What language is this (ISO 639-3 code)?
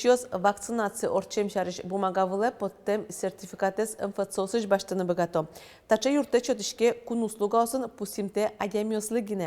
udm